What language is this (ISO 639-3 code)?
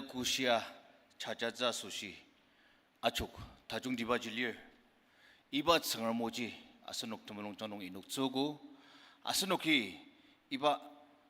njo